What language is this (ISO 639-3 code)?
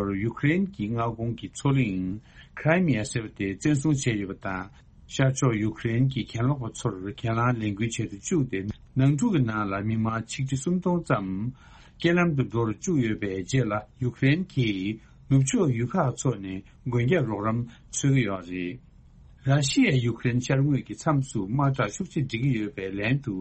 bod